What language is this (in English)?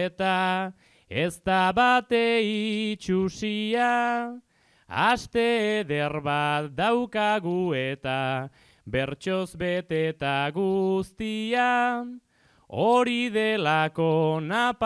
Basque